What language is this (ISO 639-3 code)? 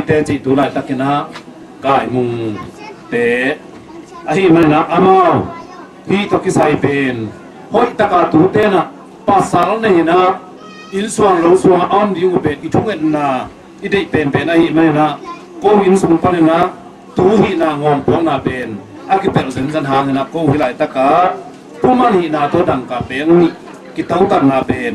ctd